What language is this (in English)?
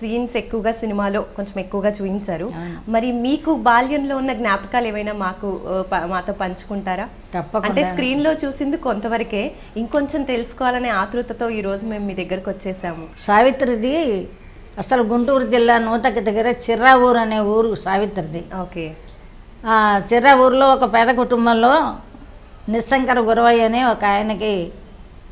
Telugu